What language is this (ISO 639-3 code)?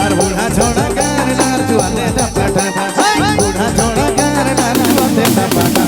sck